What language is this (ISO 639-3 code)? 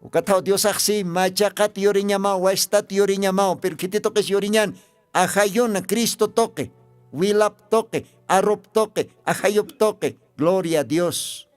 aym